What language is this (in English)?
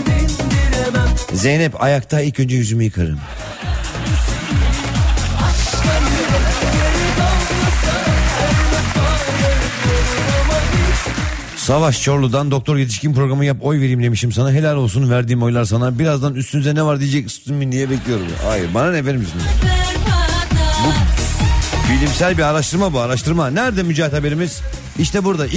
Turkish